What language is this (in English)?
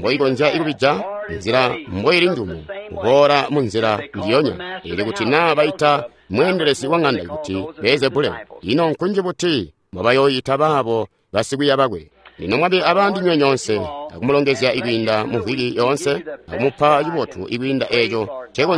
Tonga (Zambia)